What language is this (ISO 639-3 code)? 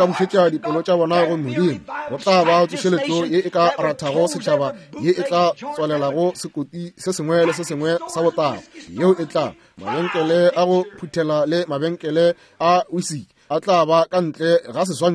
nso